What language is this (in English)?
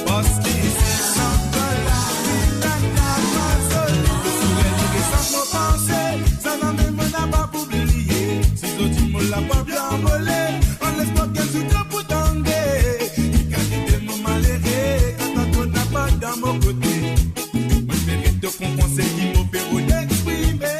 Morisyen